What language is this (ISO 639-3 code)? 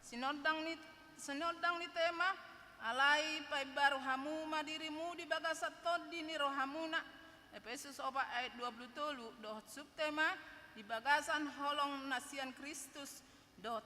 bbc